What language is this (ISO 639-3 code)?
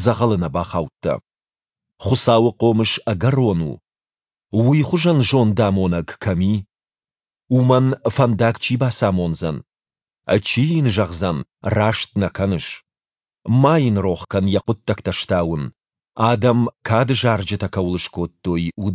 oss